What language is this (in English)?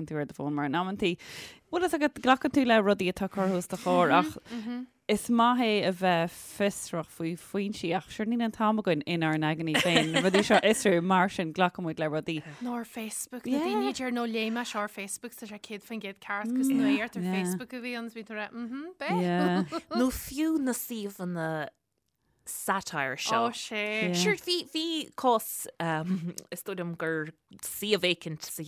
Irish